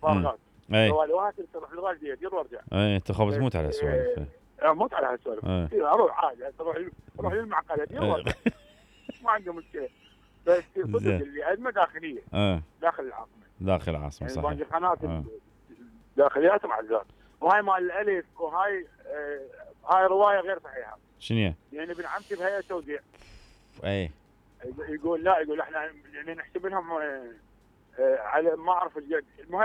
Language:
Mesopotamian Arabic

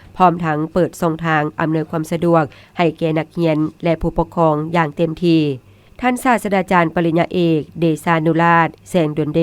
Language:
Lao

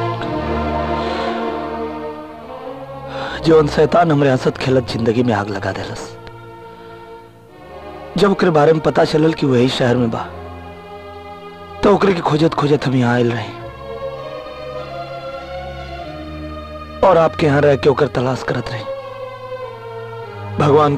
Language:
Bhojpuri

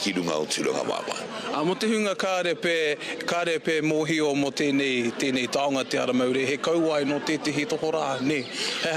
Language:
Māori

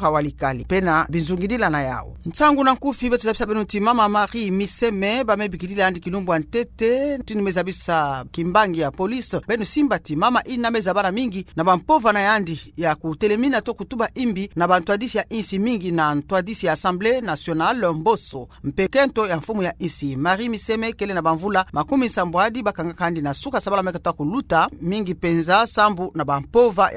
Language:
Kituba (Democratic Republic of Congo)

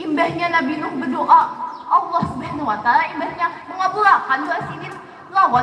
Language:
Banjar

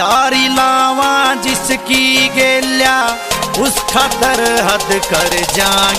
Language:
Hindi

